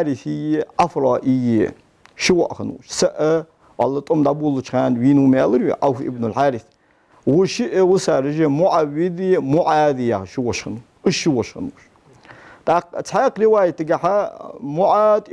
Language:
Ingush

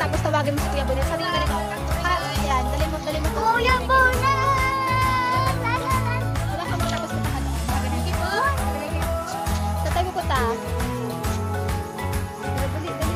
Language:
Filipino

